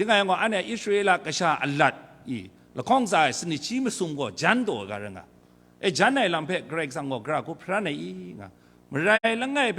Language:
Kachin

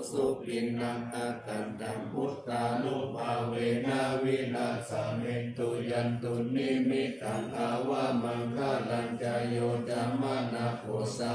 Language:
Pali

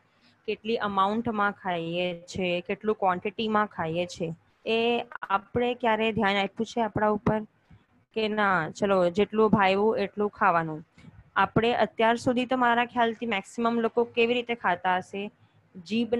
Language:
Gujarati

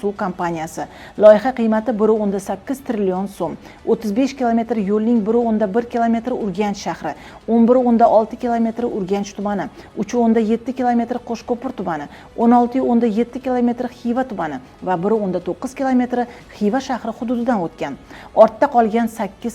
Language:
Uzbek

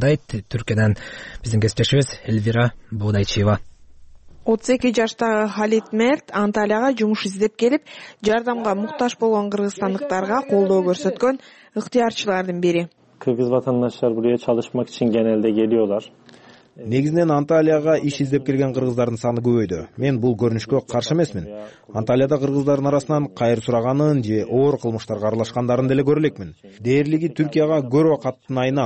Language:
Kyrgyz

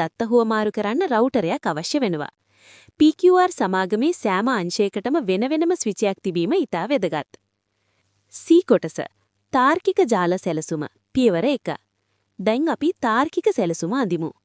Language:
Sinhala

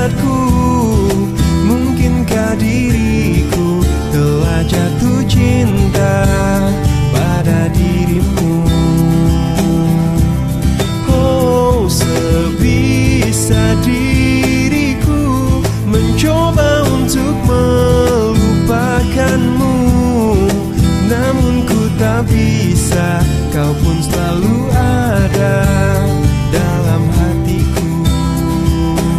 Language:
Indonesian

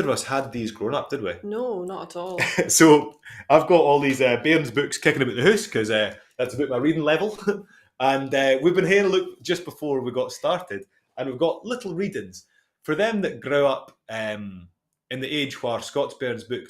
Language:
Scots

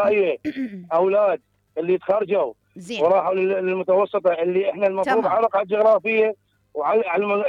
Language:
Mesopotamian Arabic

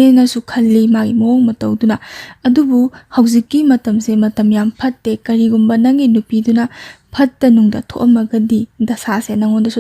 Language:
Manipuri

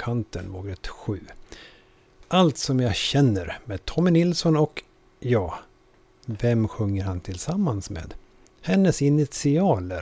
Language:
Swedish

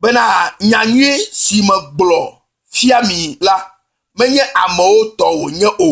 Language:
Ewe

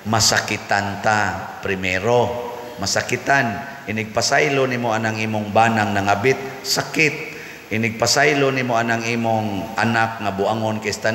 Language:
Cebuano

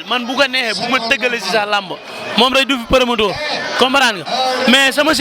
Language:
Wolof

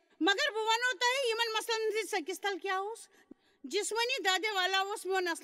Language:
Kashmiri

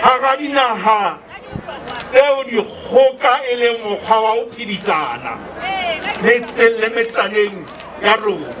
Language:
Southern Sotho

